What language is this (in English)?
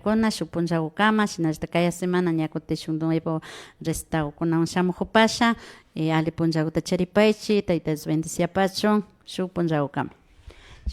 Imbabura Highland Quichua